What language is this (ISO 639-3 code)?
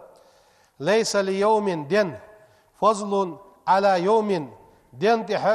inh